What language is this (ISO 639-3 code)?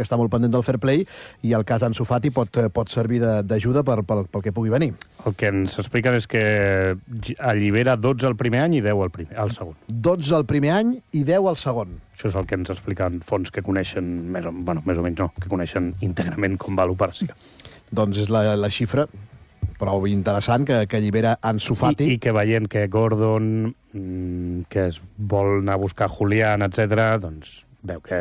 cat